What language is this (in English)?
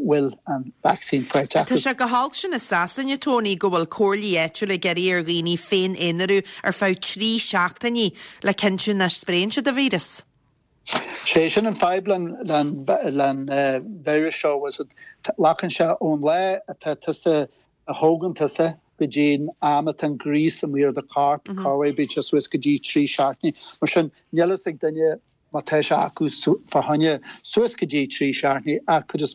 Irish